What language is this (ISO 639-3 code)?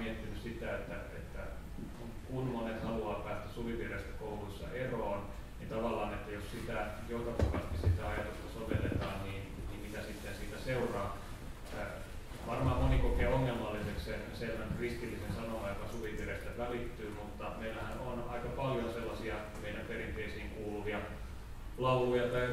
fin